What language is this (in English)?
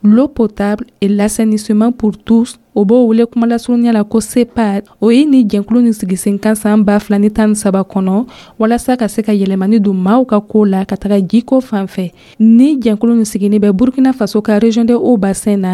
Dyula